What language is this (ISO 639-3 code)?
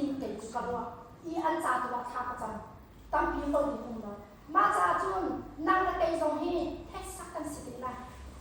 cnh